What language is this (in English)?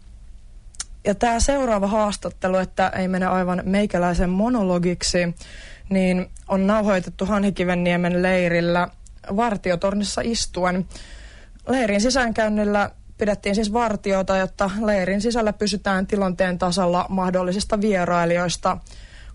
Finnish